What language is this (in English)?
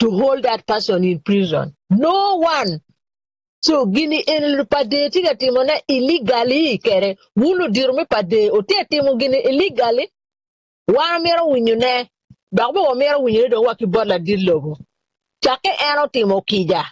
Acoli